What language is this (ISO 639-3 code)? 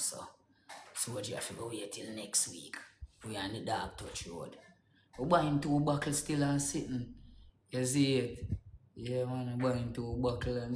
jam